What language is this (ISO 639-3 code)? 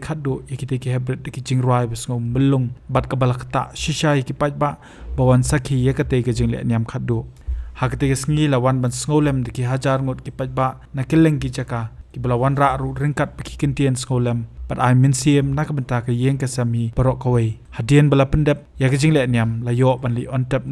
kha